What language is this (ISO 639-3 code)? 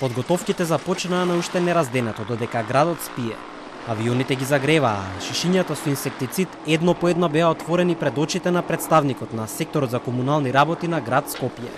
mkd